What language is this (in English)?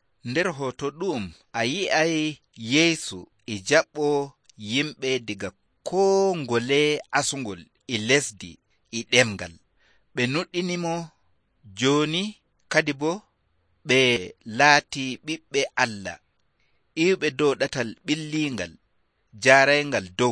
Nigerian Fulfulde